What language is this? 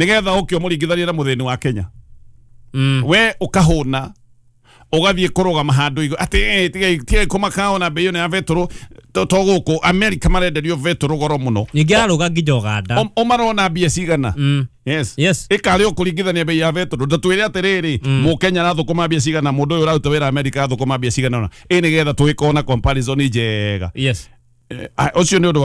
Kikuyu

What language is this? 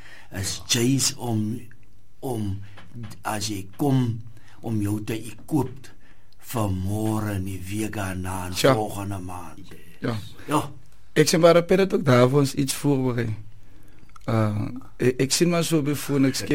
Afrikaans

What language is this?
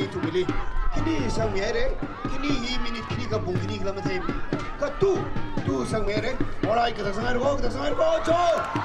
Tangkhul Naga (India)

